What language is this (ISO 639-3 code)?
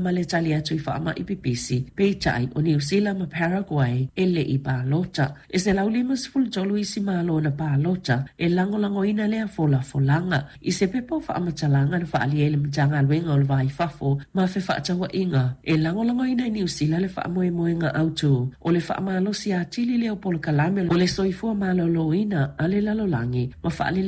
smo